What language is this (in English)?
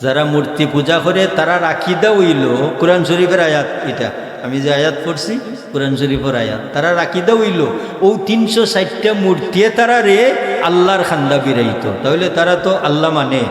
Sylheti